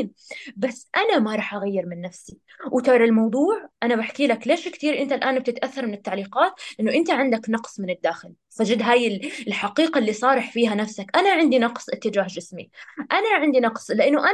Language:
North Levantine Arabic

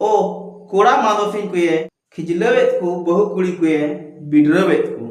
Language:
Santali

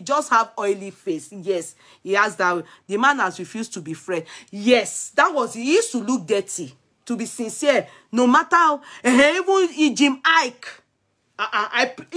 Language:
Nigerian Pidgin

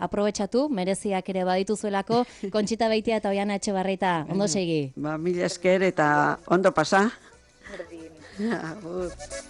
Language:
Basque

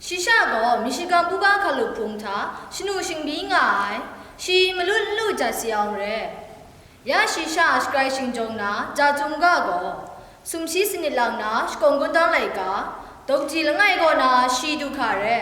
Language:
Kachin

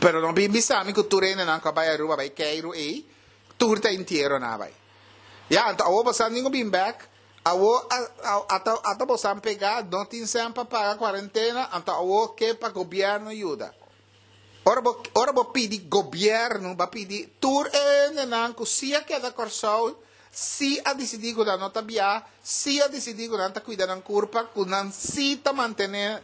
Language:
Papiamento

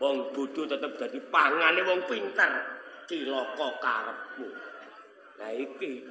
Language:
Javanese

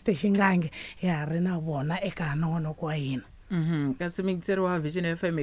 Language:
Tsonga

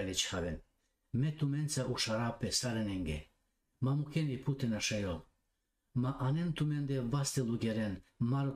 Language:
Balkan Romani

